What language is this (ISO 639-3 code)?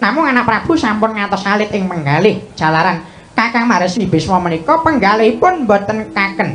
jav